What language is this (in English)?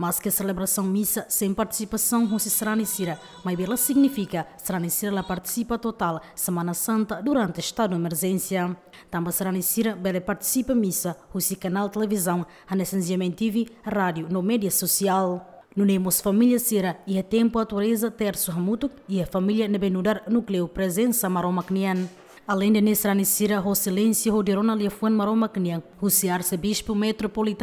Tetum